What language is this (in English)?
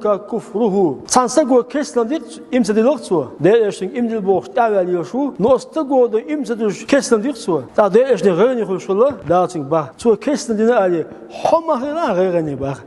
Chechen